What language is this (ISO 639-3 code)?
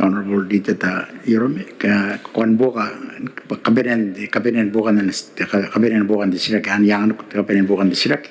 gil